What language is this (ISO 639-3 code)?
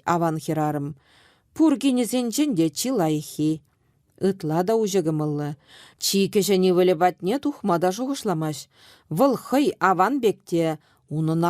chv